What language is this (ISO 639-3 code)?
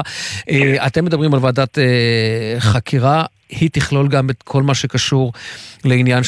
heb